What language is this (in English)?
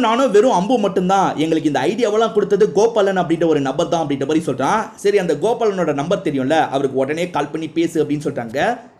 Tamil